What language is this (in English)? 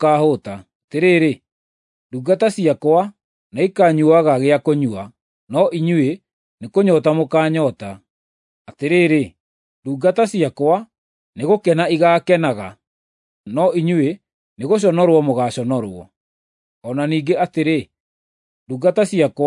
Kikuyu